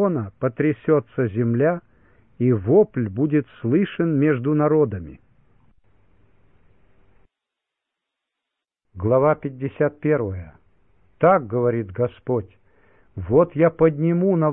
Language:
Russian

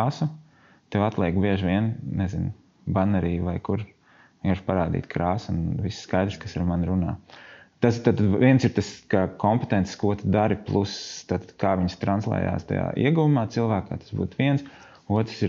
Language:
Latvian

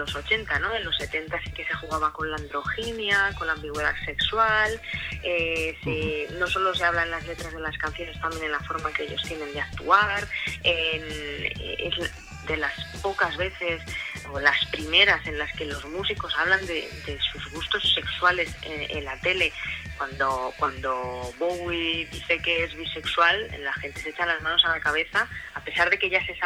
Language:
Spanish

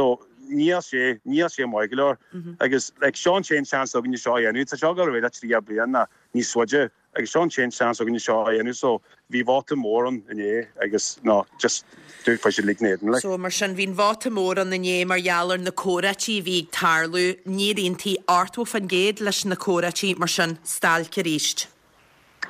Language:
Irish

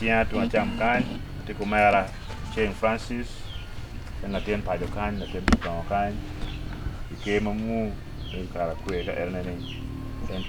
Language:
Acoli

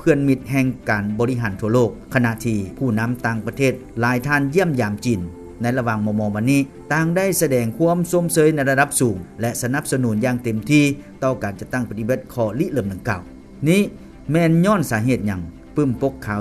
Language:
Lao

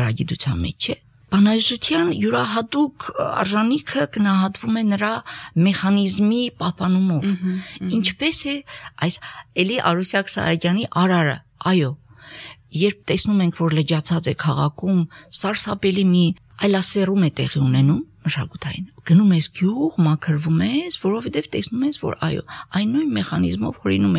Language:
Armenian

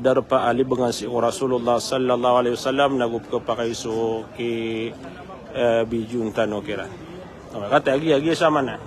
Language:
Maranao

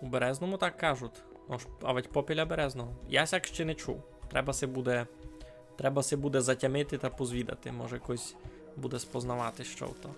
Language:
Rusyn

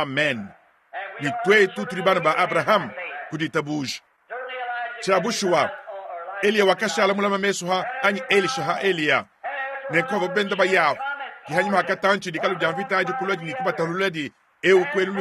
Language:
Luba-Lulua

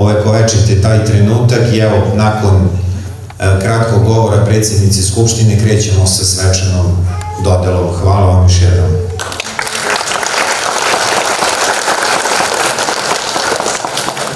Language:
Serbian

